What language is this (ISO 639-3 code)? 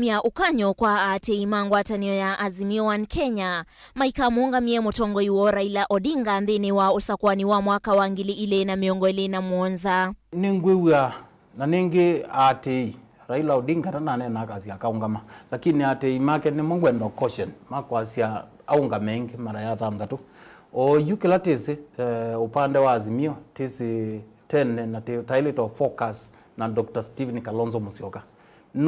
kam